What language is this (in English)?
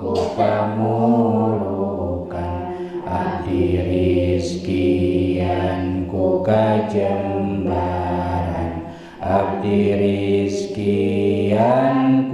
Sundanese